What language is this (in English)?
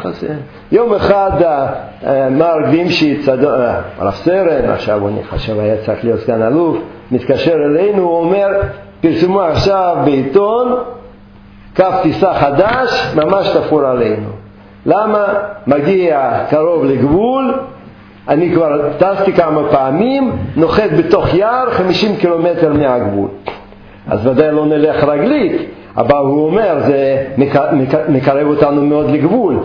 Hebrew